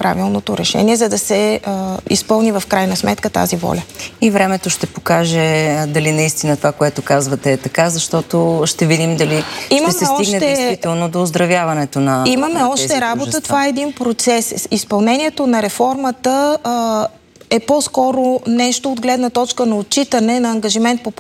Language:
Bulgarian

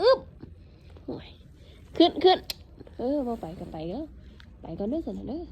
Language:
Northeastern Thai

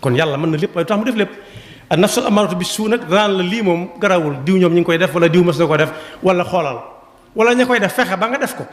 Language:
Wolof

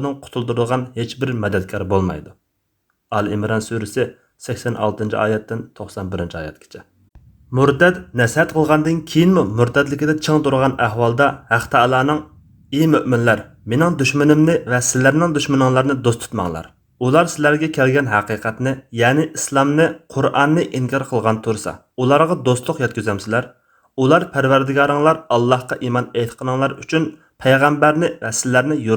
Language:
Uyghur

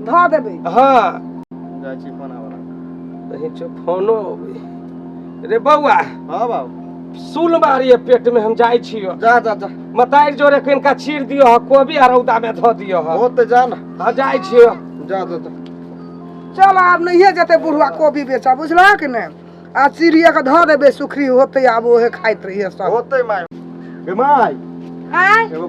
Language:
Maithili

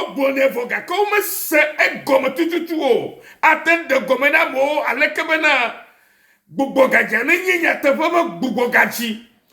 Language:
Ewe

